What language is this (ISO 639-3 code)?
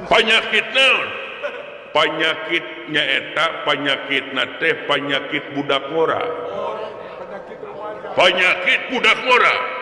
sun